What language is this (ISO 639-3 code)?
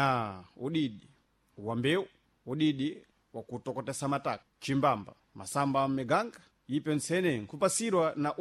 seh